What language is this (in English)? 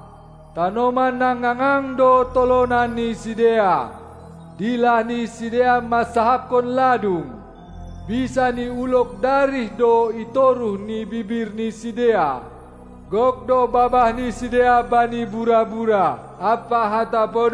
Batak Simalungun